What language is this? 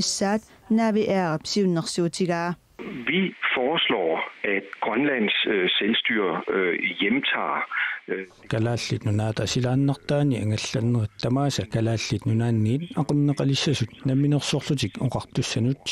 Kalaallisut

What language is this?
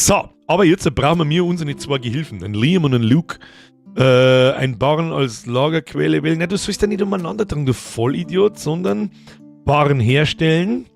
Bavarian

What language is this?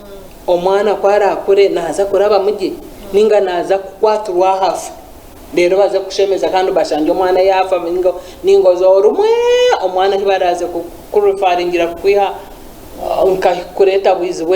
Nyankole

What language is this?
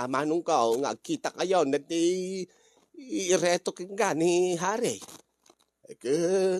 Iloko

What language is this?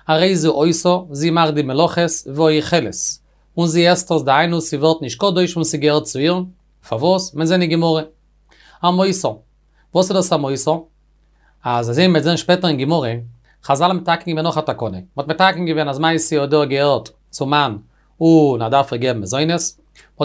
Yiddish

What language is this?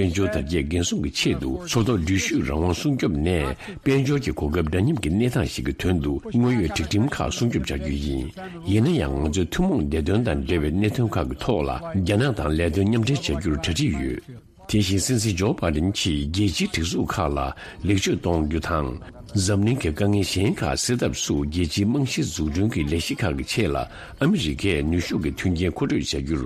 Tibetan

